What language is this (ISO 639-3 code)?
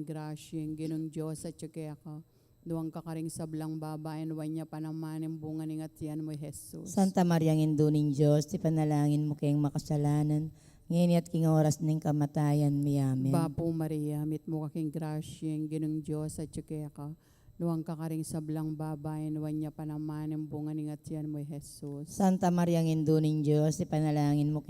pam